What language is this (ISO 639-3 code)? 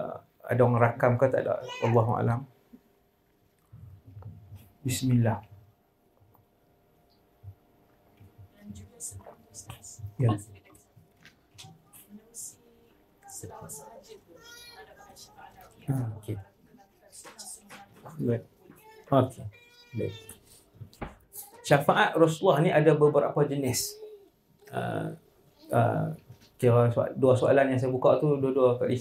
msa